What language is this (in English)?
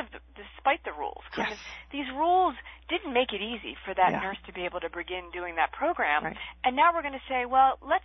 English